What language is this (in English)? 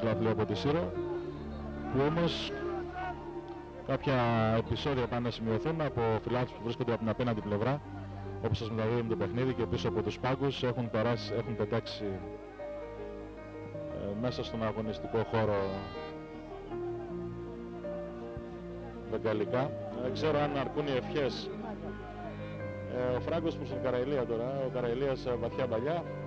Greek